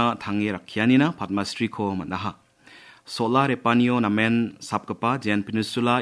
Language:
Garo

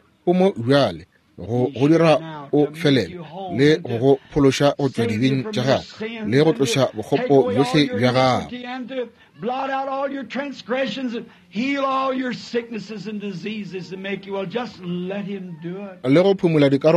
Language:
Northern Sotho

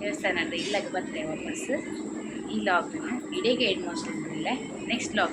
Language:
Tulu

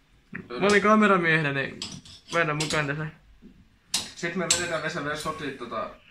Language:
Finnish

